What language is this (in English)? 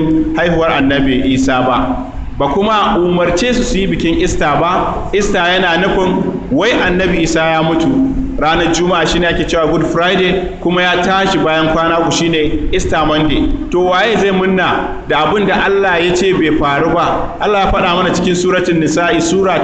Hausa